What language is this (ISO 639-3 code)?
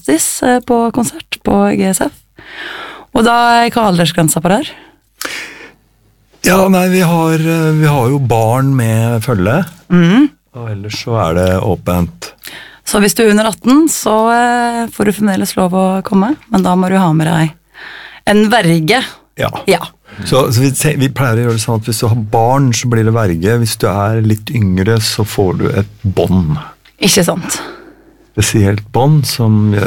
nor